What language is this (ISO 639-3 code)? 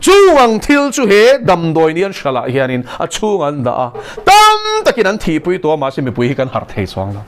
lus